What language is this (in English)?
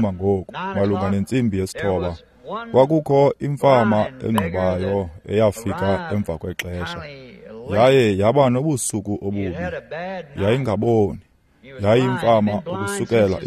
Xhosa